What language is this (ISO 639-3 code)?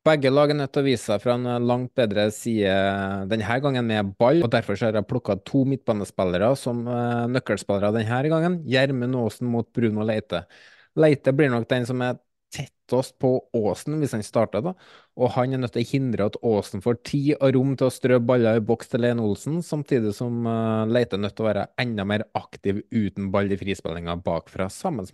nor